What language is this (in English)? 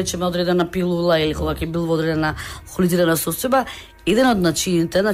Macedonian